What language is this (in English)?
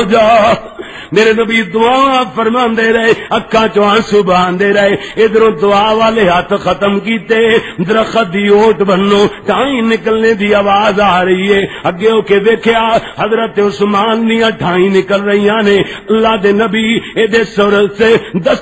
Western Panjabi